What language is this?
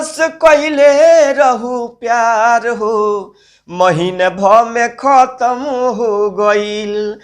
Bhojpuri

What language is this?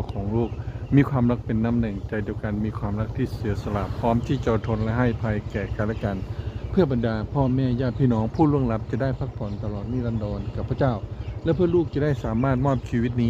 Lao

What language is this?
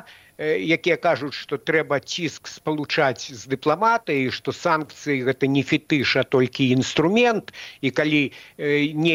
Belarusian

